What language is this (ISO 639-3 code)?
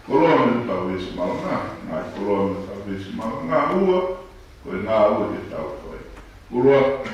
ton